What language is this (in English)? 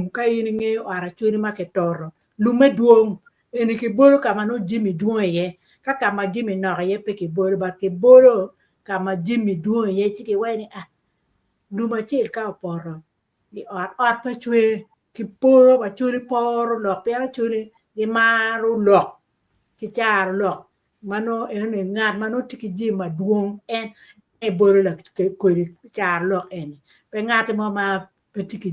Acoli